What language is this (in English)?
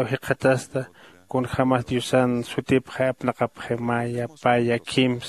Aymara